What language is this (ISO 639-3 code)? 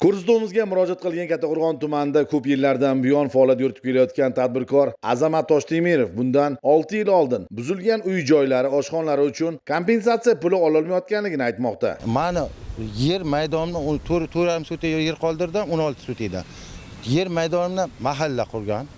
uzb